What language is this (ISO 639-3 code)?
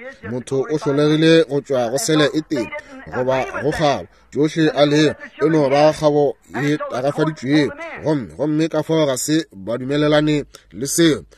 nso